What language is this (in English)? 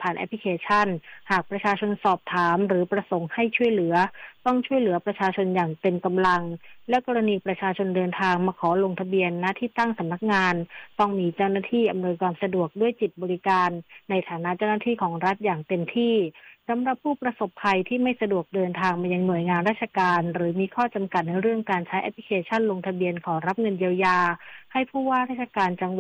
Thai